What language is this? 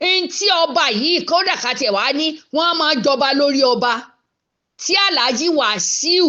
Yoruba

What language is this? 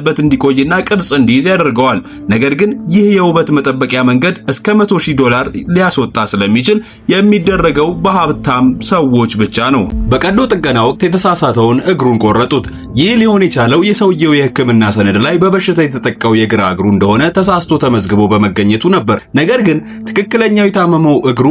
Amharic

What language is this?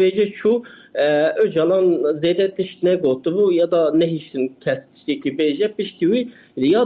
Kurdish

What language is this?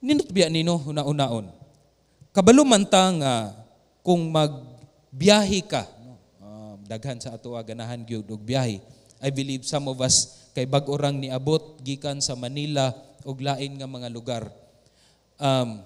Cebuano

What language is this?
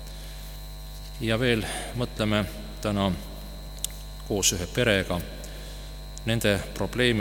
Estonian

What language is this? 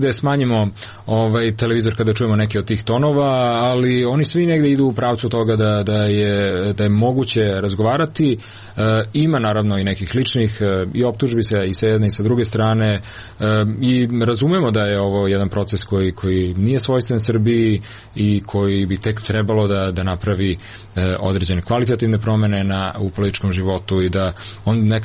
Serbian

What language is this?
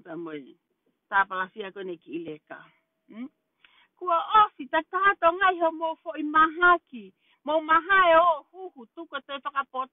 Tongan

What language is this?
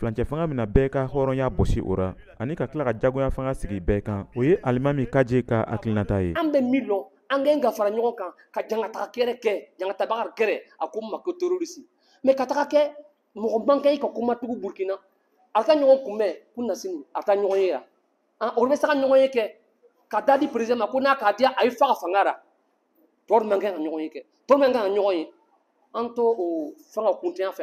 Bambara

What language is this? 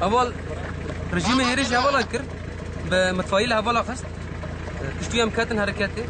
Kurdish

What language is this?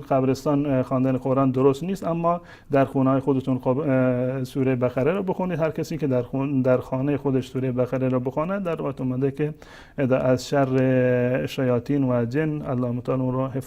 Persian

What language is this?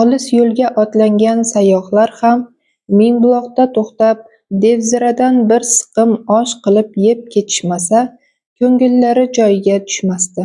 Uzbek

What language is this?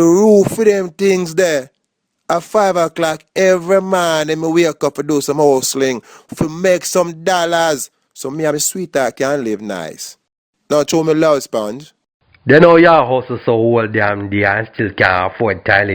Jamaican Creole English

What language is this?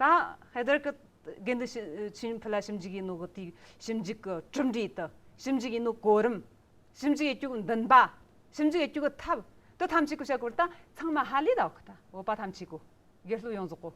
Amdo Tibetan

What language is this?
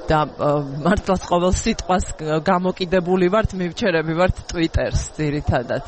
Georgian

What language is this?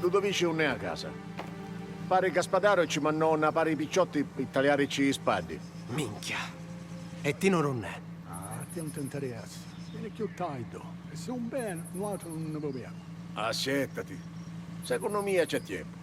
Sicilian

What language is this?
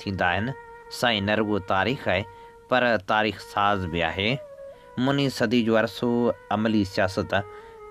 Sindhi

